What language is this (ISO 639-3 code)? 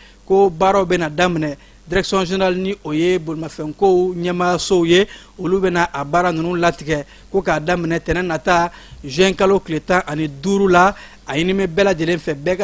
bam